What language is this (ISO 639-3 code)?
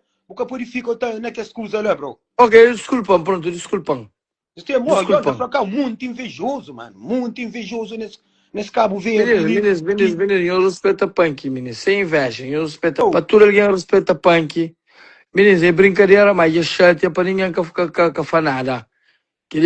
kea